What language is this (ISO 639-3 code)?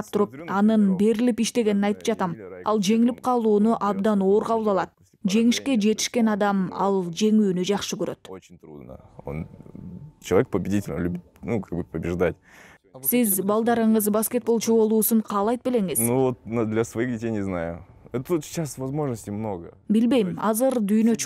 kir